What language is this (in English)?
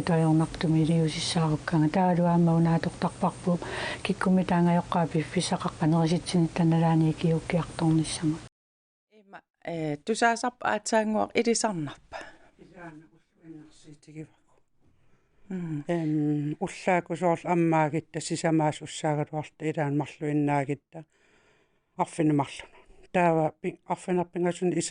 Kalaallisut